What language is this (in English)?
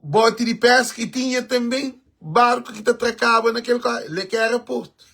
Kabuverdianu